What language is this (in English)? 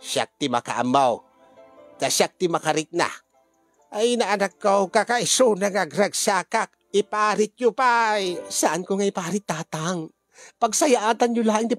Iloko